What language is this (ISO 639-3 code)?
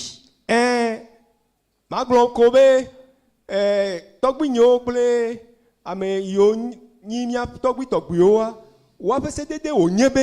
ewe